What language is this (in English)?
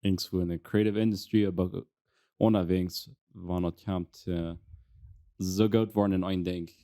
Plautdietsch